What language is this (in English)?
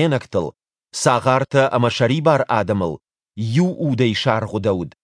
Ossetic